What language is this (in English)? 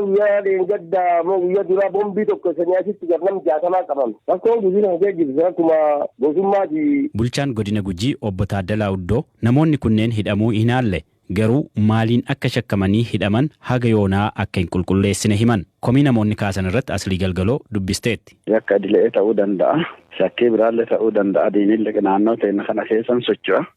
Oromo